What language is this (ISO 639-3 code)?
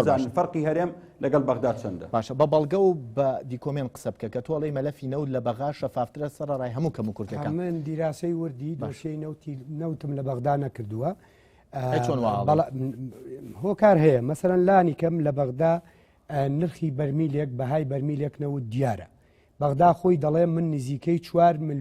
ckb